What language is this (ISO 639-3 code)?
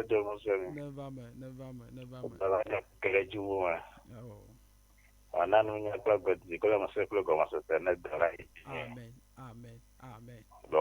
ewe